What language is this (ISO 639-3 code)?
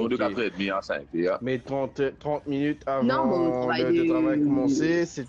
mfe